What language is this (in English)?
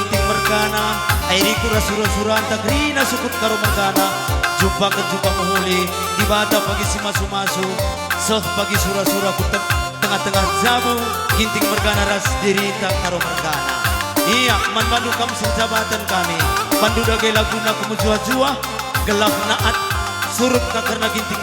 Batak Karo